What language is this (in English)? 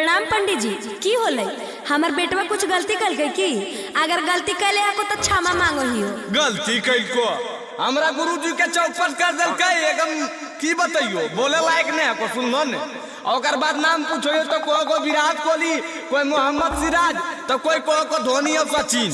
Magahi